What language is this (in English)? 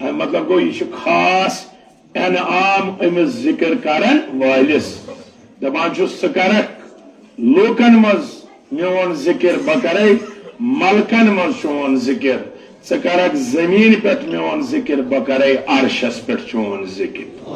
Kashmiri